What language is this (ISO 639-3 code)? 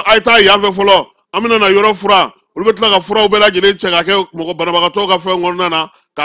bam